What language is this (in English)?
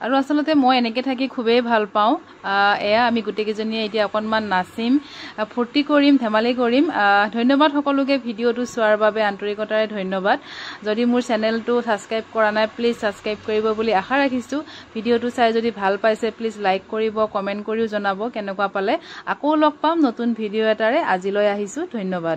Assamese